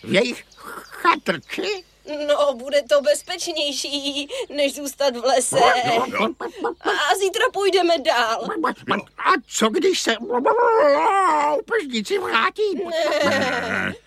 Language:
Czech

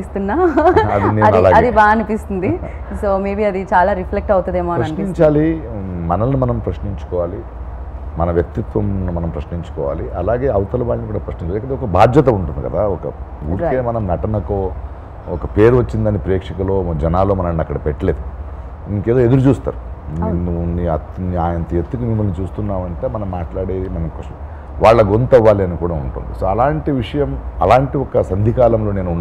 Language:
Telugu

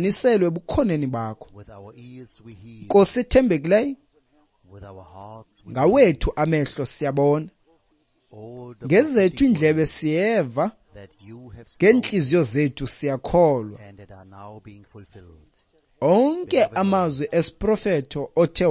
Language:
Xhosa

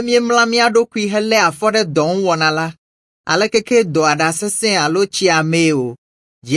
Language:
Ewe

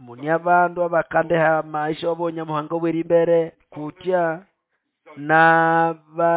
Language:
Nande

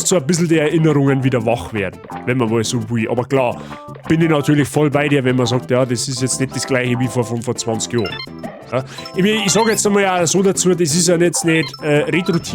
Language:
Bavarian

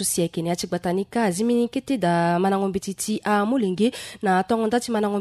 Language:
Sango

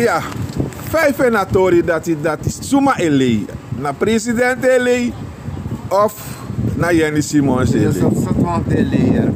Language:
Sranan Tongo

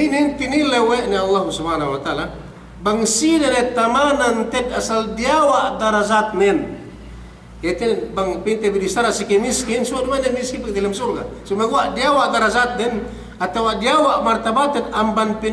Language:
Yakan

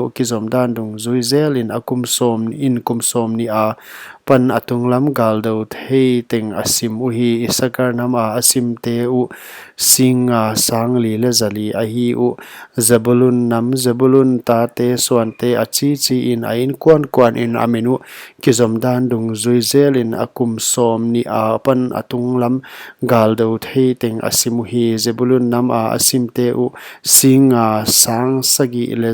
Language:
Paite Chin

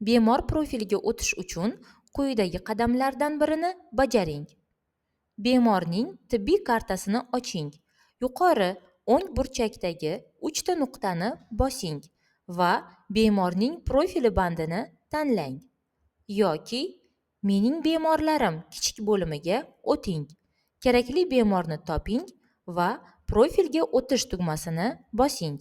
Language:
Uzbek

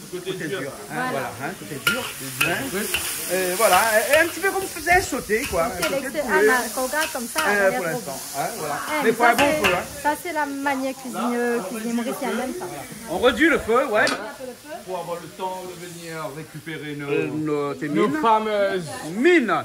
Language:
Réunion Creole French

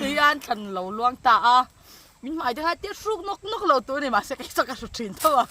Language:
Mizo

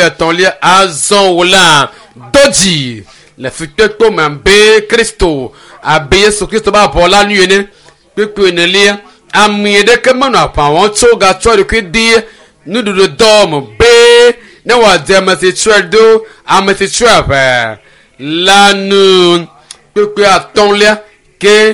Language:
Ewe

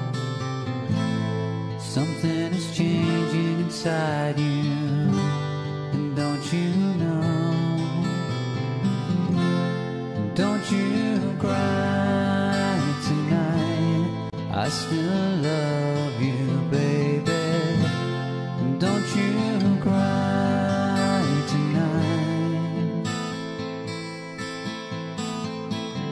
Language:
English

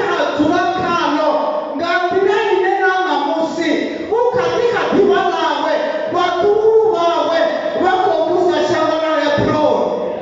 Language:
Venda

